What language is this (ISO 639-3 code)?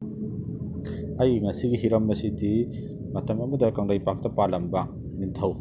mni